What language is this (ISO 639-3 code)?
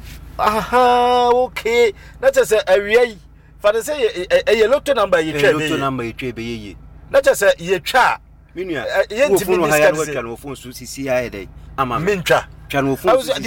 aka